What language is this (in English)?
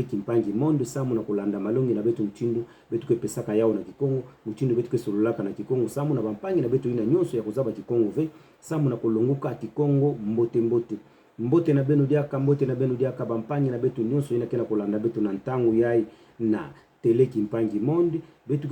Kituba (Democratic Republic of Congo)